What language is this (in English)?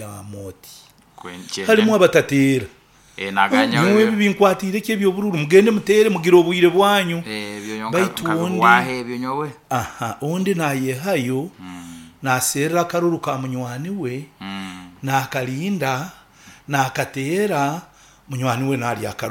Nyoro